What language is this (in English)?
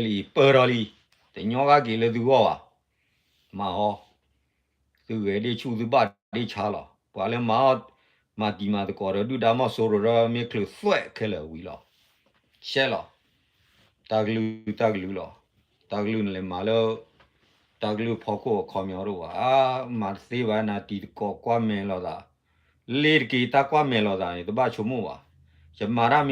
S'gaw Karen